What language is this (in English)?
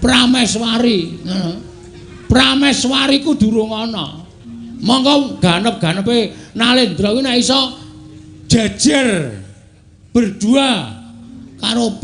Javanese